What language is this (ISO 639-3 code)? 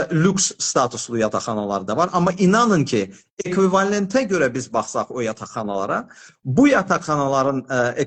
aze